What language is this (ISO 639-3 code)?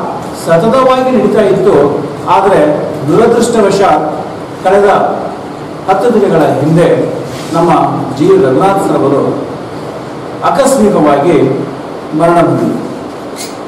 kan